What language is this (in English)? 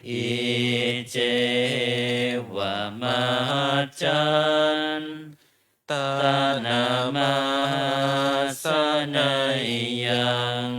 Pali